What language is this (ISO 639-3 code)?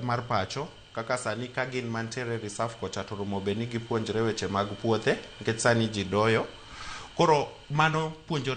luo